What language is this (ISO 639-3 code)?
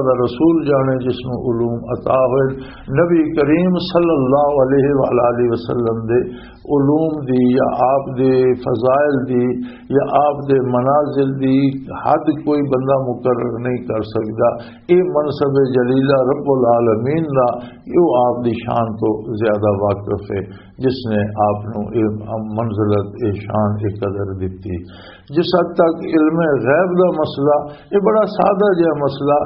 lah